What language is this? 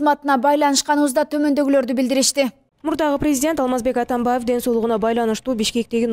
Kyrgyz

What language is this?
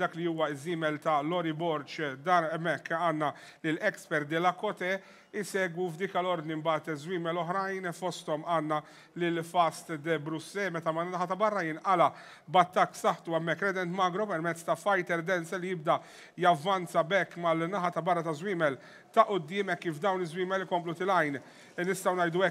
Maltese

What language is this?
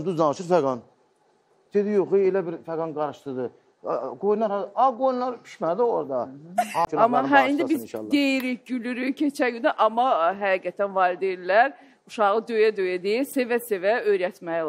Azerbaijani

